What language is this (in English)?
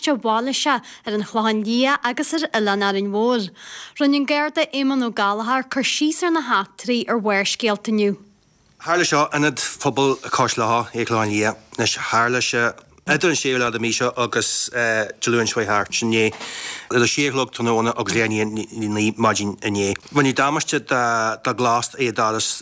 Irish